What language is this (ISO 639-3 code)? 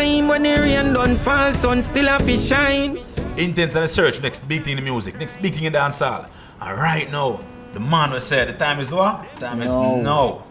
jam